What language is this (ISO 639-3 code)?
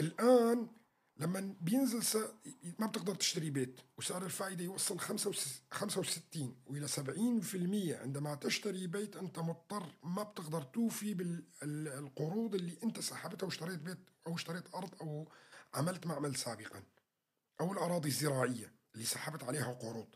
apc